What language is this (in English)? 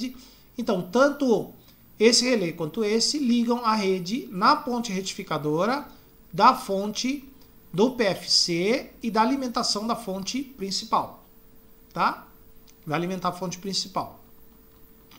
Portuguese